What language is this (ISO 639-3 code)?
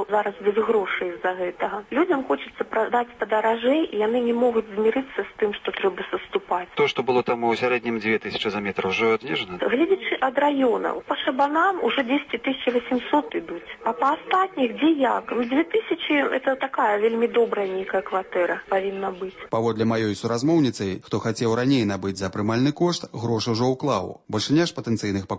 bel